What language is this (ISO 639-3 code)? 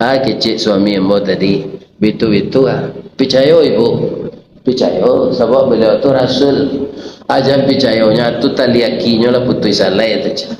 min